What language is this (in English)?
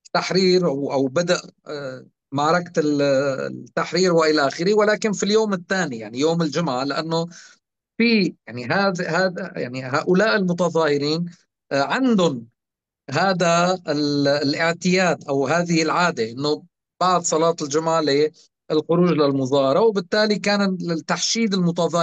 North Levantine Arabic